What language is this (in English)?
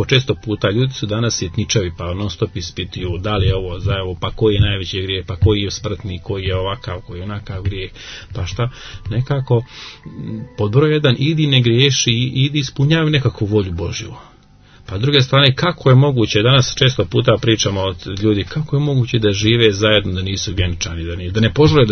Serbian